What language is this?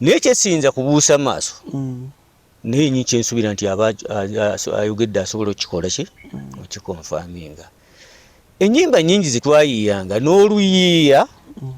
Ganda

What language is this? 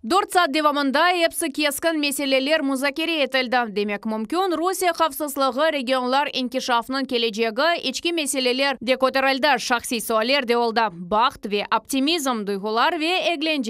Crimean Tatar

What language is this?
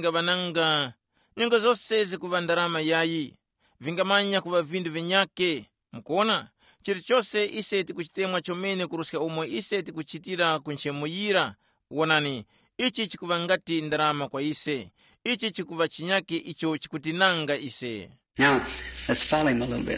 Tumbuka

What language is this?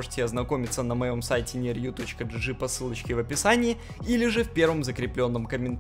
Russian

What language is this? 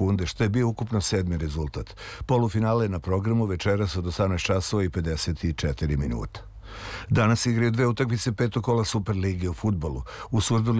Serbian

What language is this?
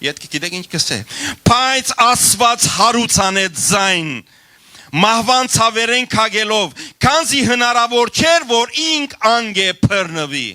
Western Armenian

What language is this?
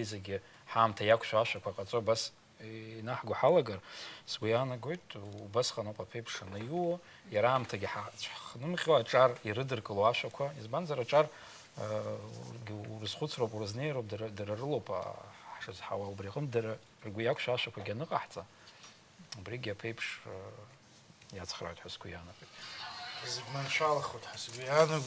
Abkhazian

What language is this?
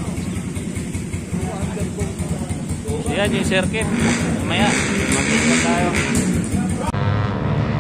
Filipino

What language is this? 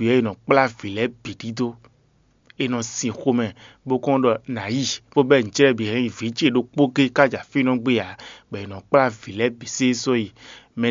Fon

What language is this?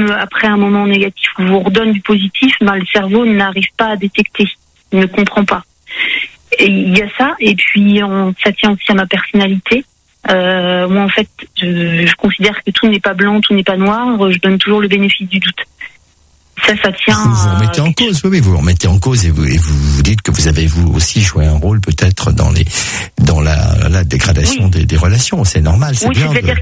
French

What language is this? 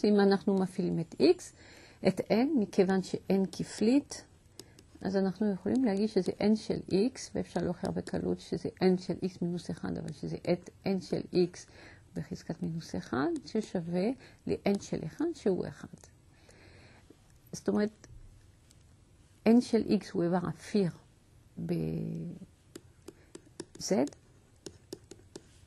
Hebrew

